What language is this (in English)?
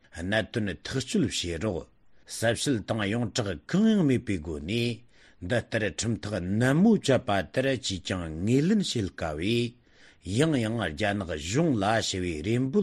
Tibetan